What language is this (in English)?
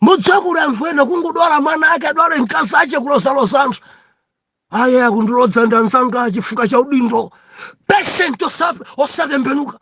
Nyanja